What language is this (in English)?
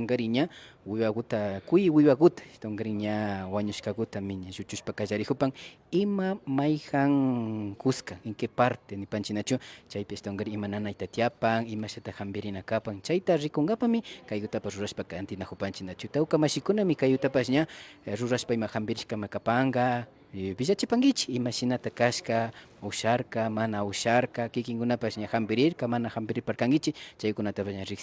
Imbabura Highland Quichua